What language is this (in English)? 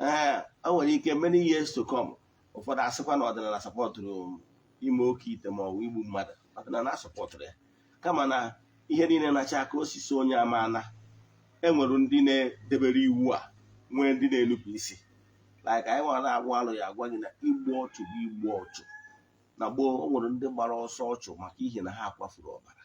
Igbo